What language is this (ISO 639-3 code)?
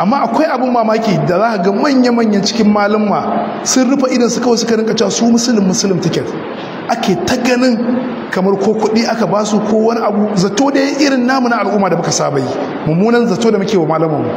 hau